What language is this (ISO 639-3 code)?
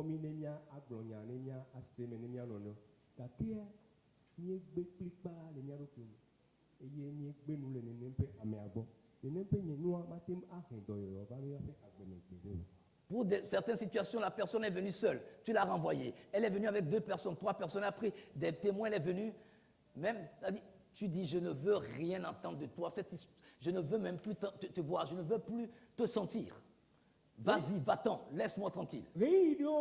ewe